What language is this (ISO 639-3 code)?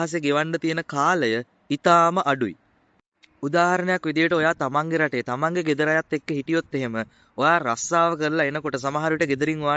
sin